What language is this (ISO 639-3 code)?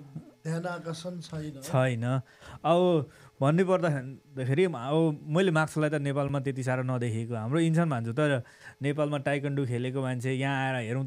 nep